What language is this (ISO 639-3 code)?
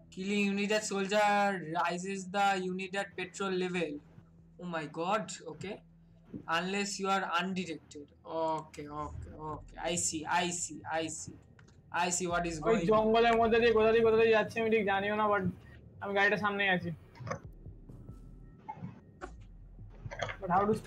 ben